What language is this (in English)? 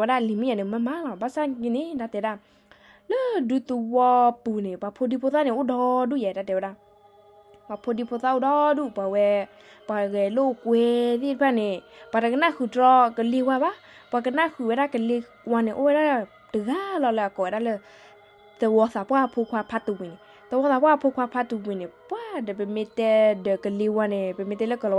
S'gaw Karen